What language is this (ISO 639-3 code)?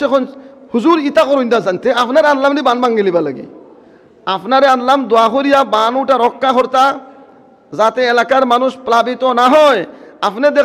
syl